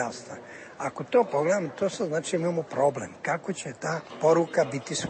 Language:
Serbian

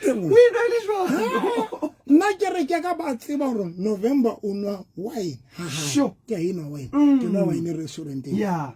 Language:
Southern Sotho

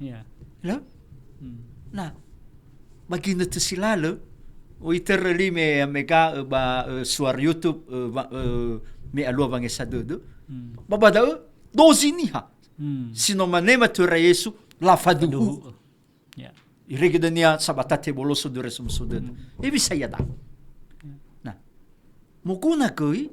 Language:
Nias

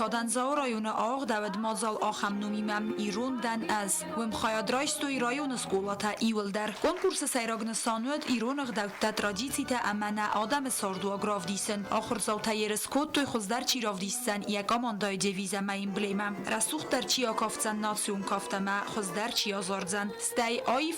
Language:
Ossetic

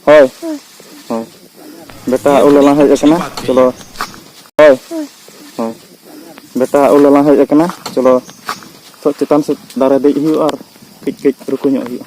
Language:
Santali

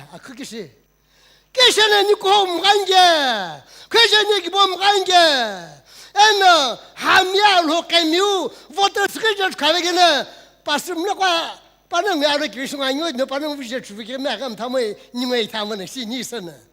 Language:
Sumi Naga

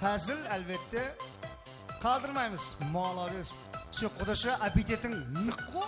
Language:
Kara-Kalpak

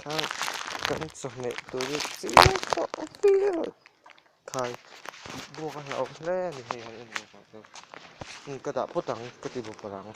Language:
Mizo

